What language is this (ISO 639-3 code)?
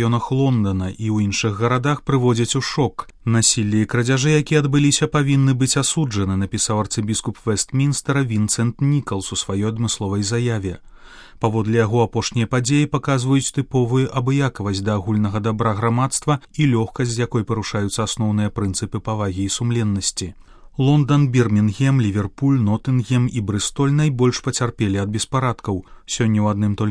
bel